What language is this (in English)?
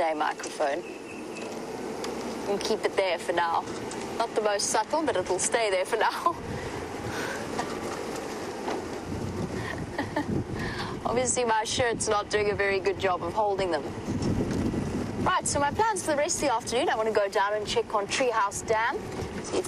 English